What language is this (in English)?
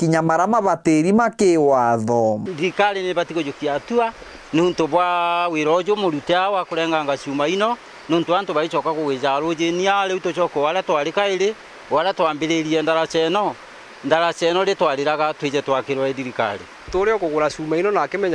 Meru